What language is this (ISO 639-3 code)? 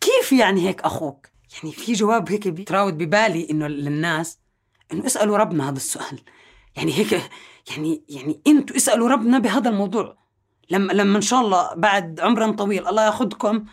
apc